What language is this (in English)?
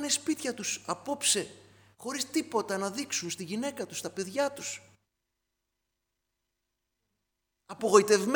Greek